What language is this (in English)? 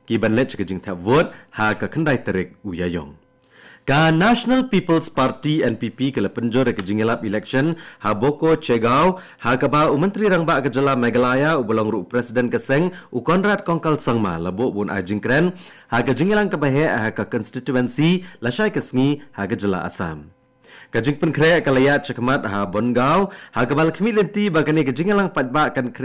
Khasi